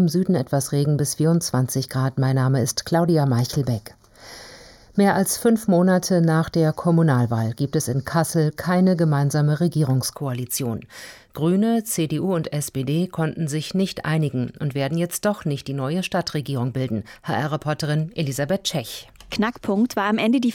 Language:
German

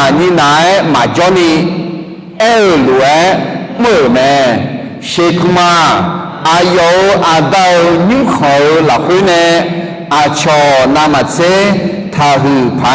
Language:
Akha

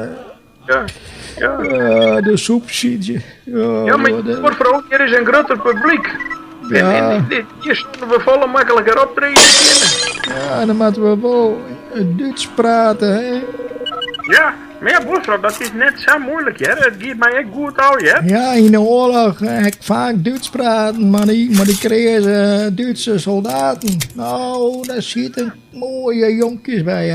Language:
Western Frisian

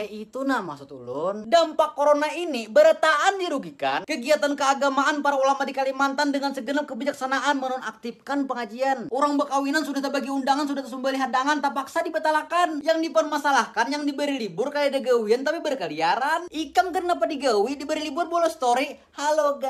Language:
Banjar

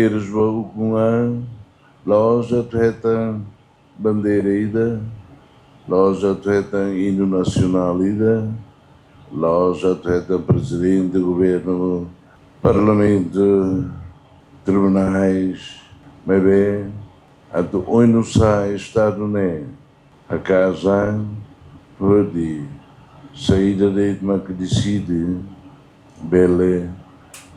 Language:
Tetum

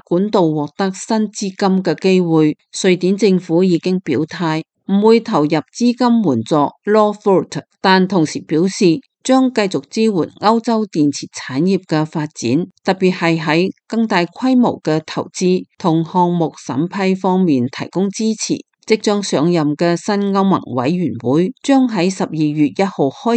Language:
Cantonese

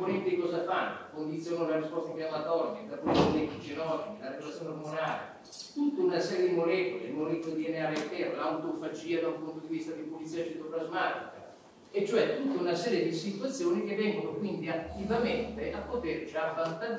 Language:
Italian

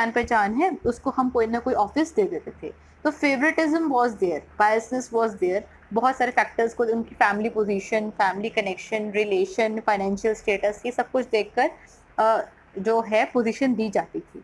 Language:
Hindi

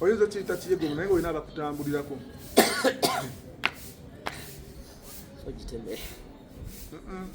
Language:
Ganda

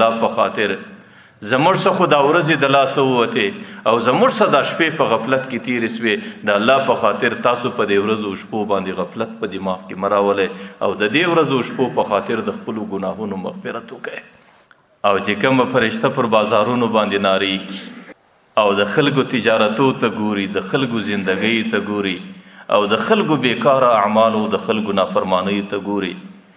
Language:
Pashto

